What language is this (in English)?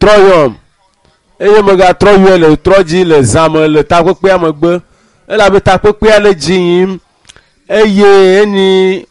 Ewe